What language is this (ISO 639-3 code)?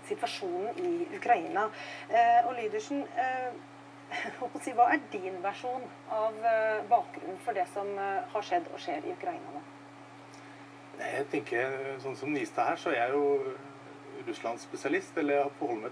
nor